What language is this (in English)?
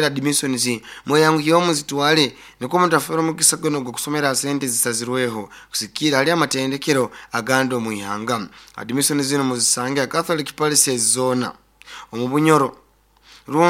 Nyoro